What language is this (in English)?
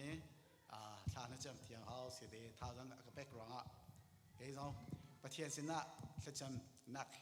Hakha Chin